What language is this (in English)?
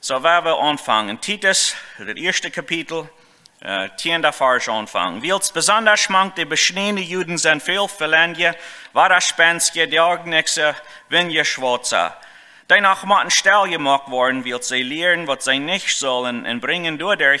Plautdietsch